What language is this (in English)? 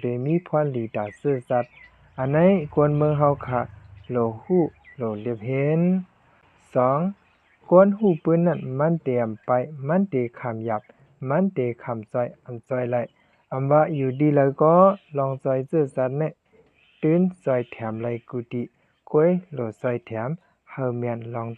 Shan